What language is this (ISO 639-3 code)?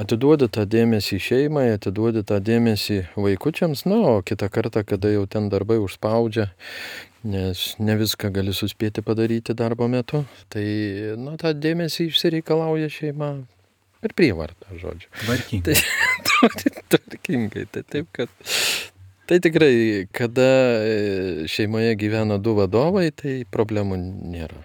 lit